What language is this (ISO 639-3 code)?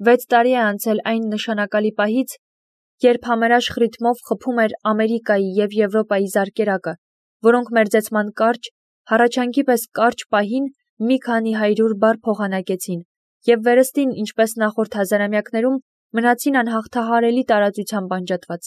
hye